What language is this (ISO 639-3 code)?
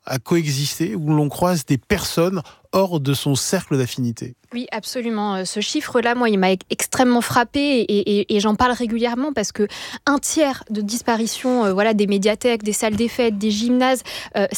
fra